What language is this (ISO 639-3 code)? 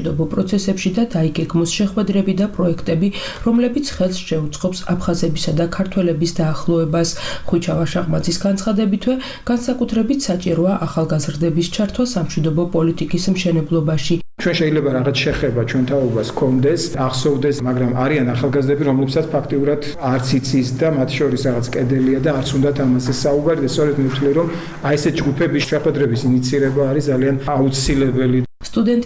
kat